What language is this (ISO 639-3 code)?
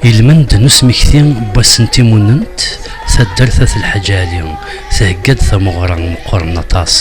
kab